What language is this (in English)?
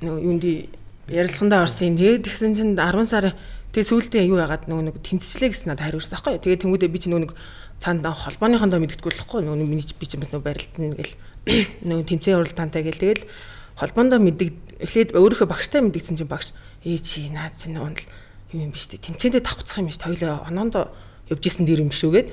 Mongolian